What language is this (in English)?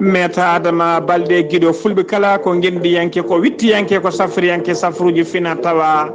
Fula